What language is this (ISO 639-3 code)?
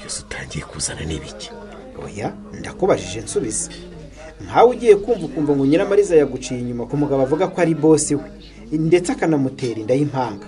kin